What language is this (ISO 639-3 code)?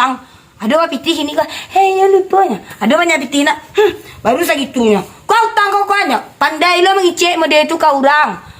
min